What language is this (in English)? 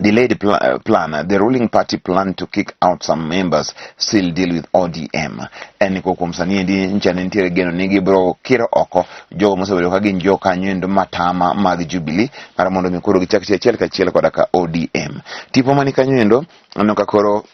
Luo (Kenya and Tanzania)